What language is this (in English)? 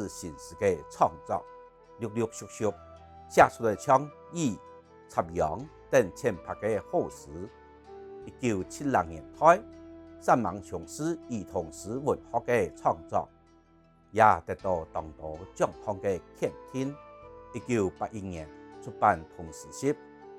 Hakka Chinese